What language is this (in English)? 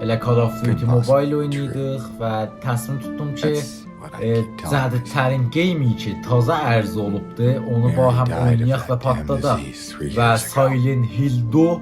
South Azerbaijani